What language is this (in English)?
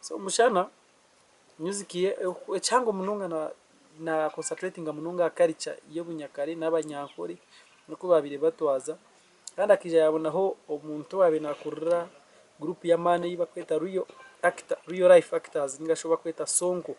Nyankole